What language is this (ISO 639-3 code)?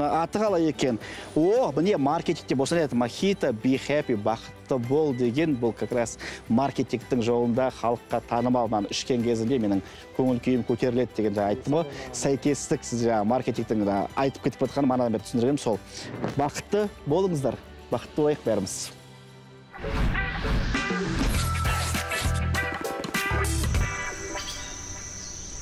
kaz